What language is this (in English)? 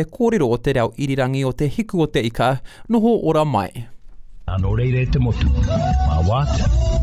Māori